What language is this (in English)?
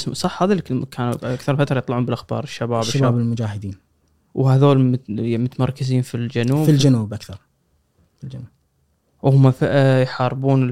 Gulf Arabic